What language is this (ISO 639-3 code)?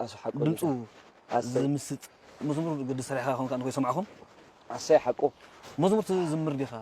tir